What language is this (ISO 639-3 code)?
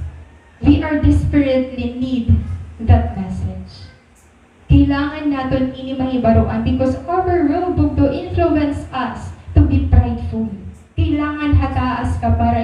war